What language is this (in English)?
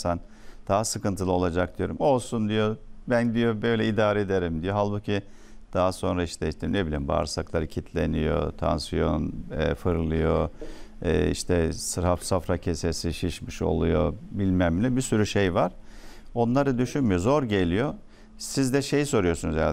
Turkish